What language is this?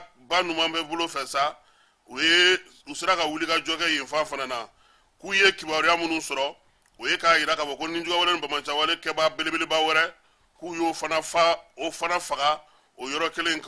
Bambara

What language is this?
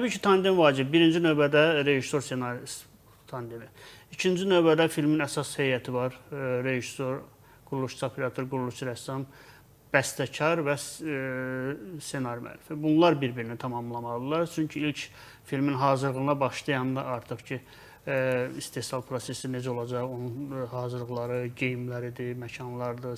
Azerbaijani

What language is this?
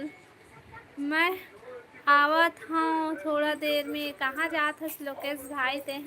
Chhattisgarhi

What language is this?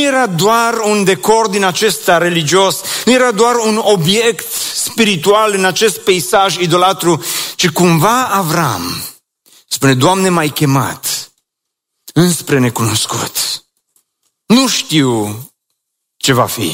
Romanian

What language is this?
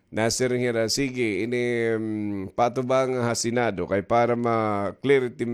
Waray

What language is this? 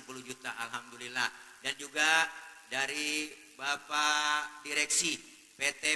Betawi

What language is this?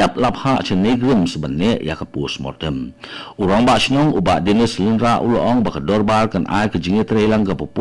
Khasi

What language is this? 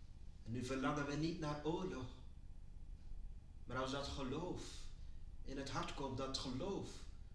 Dutch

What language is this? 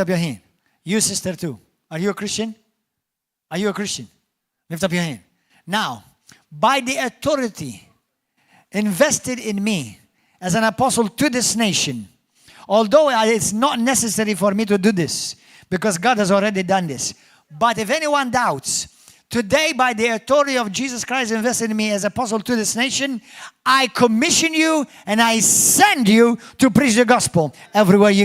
English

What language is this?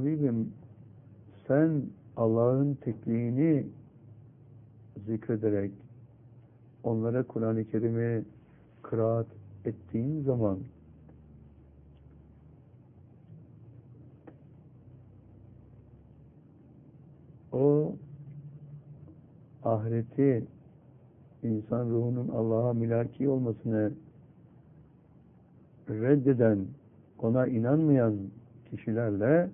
Turkish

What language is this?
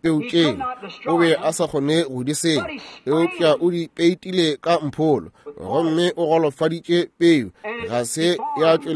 Northern Sotho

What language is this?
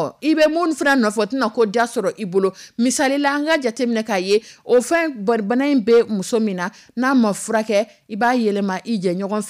Dyula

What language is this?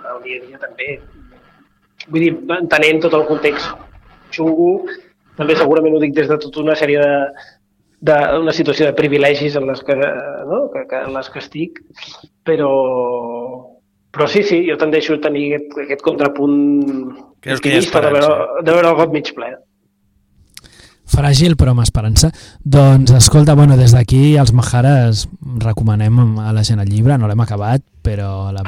Catalan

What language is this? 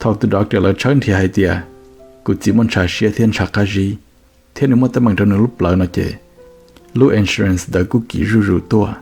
Hmong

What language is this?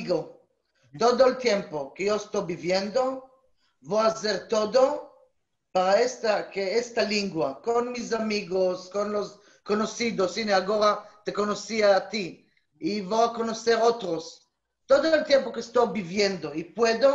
Ladino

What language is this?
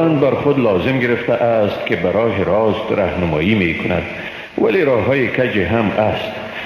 Persian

